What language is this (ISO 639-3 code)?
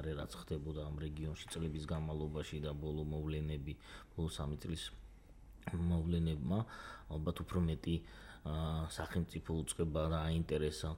kat